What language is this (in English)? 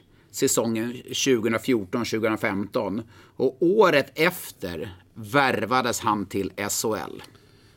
Swedish